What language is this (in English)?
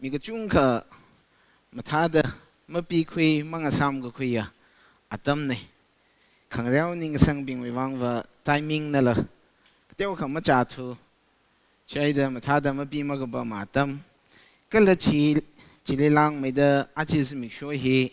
Tangkhul Naga (India)